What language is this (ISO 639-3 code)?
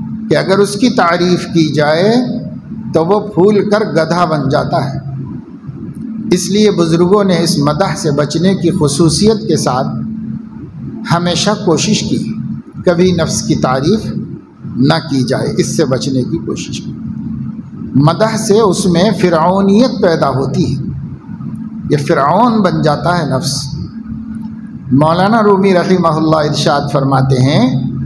urd